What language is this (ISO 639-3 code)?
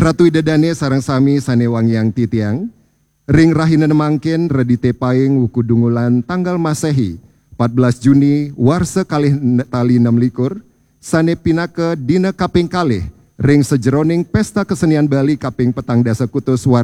ban